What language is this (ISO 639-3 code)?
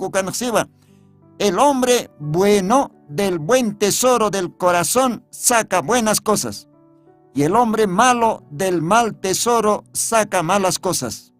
aym